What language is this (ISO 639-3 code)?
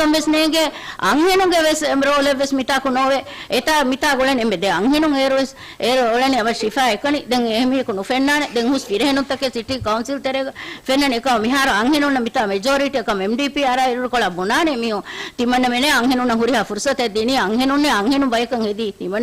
div